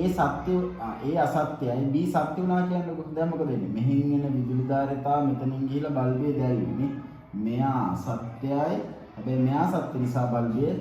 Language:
Sinhala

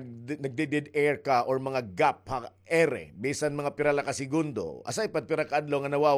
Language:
Waray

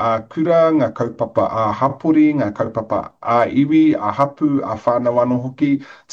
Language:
Māori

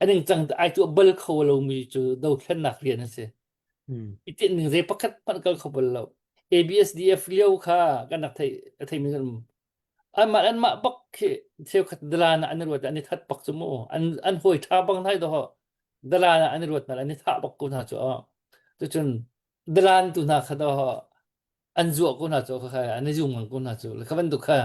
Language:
Hakha Chin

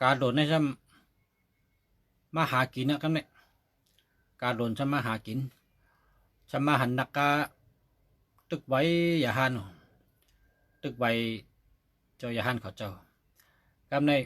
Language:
Shan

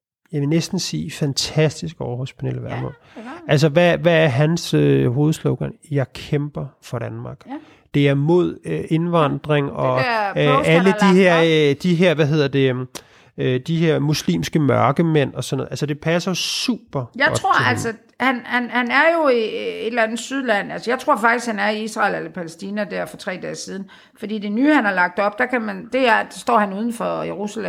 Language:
Danish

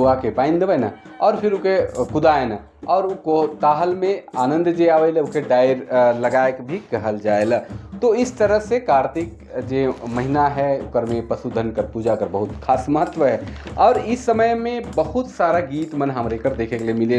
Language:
Sadri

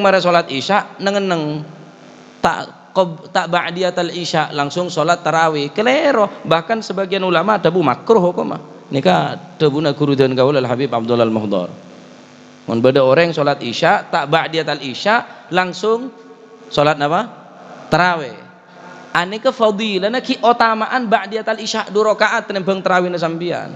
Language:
Madurese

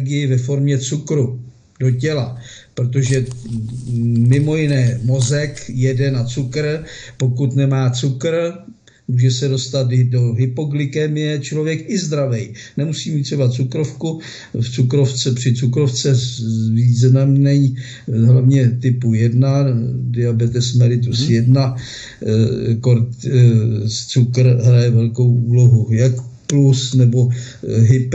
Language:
Czech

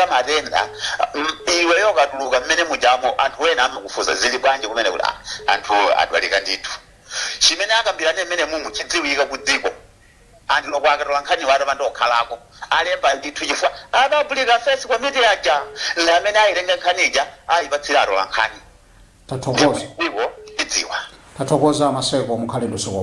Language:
Nyanja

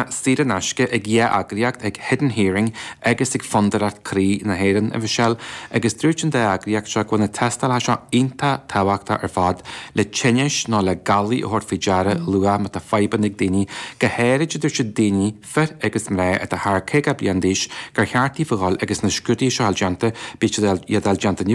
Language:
Irish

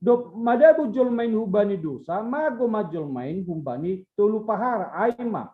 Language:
Batak Simalungun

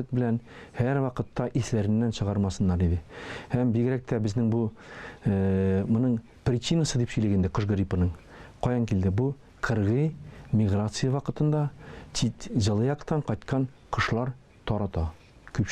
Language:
Tatar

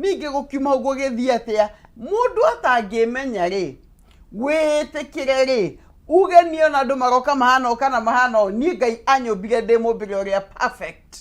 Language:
Kikuyu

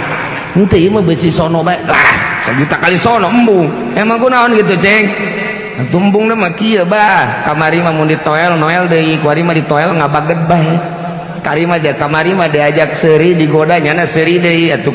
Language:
Sundanese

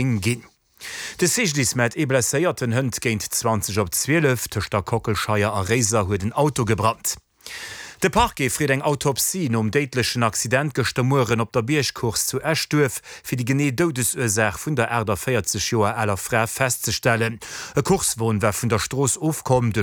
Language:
Luxembourgish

